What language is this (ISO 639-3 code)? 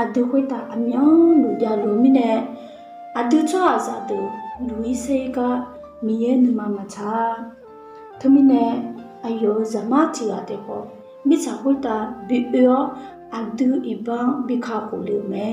ahk